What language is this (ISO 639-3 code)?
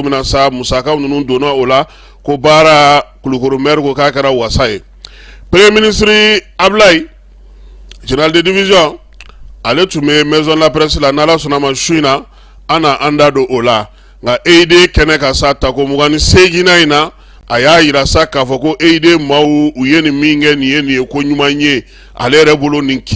bam